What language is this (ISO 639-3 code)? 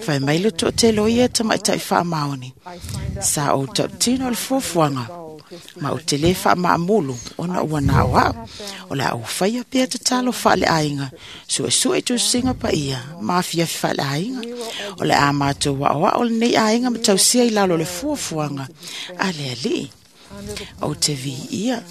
smo